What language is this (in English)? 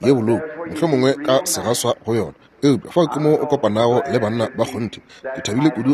Northern Sotho